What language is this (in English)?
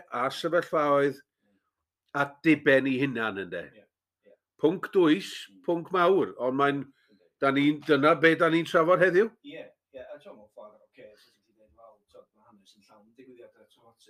Welsh